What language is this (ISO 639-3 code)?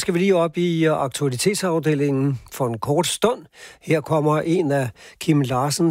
dan